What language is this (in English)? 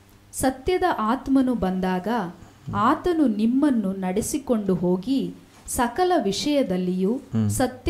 Kannada